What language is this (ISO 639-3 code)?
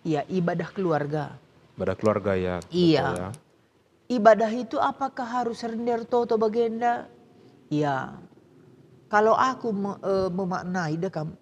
btx